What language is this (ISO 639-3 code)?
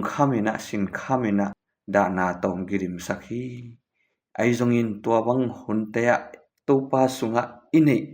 ctd